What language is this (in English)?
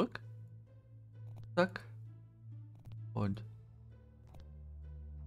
German